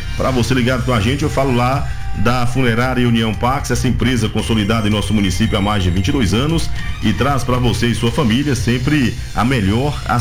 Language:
Portuguese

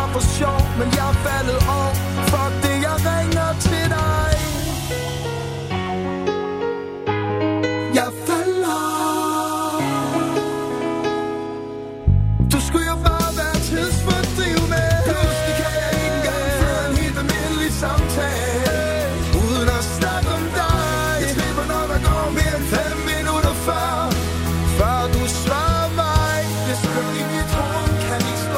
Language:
Danish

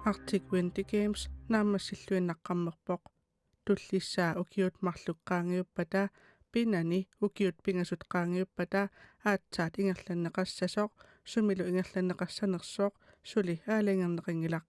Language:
Kalaallisut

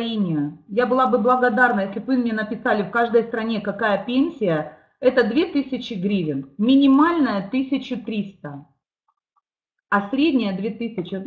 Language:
Russian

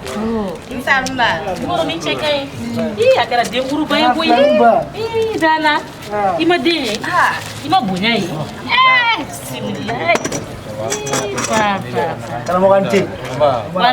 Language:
Bambara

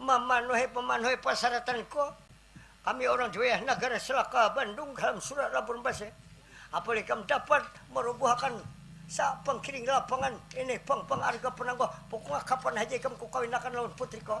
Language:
Banjar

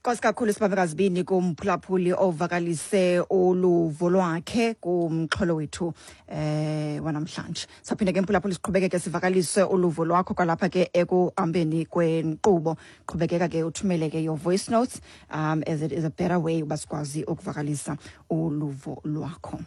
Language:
Xhosa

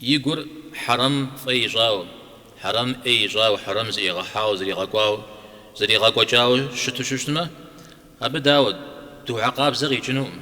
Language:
Kabardian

